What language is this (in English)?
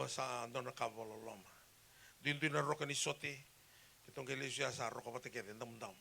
Fijian